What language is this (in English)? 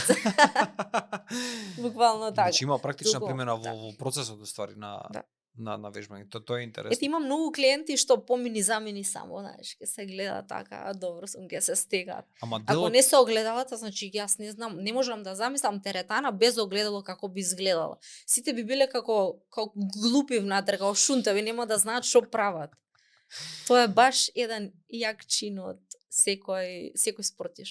Macedonian